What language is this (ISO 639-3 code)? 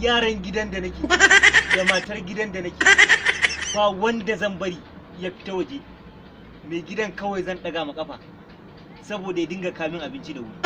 hau